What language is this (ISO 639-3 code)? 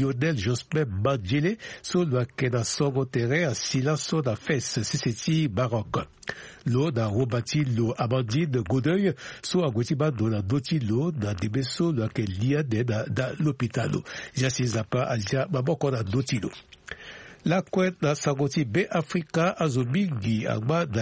sag